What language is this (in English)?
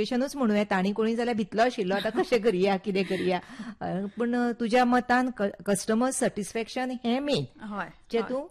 Konkani